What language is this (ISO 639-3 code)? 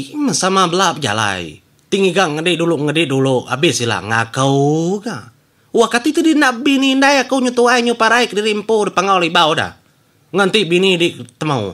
iba